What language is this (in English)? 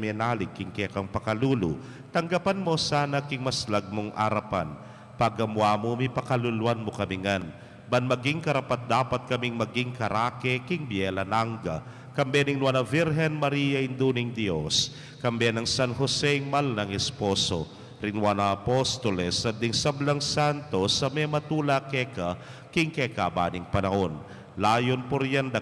Pampanga